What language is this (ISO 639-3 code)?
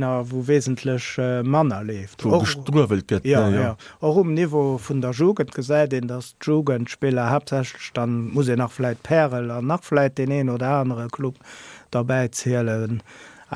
ltz